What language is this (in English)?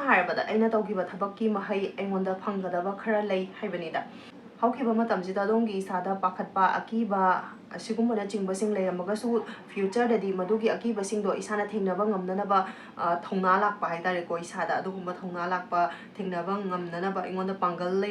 Manipuri